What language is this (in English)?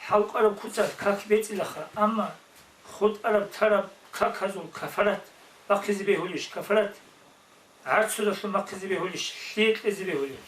Avaric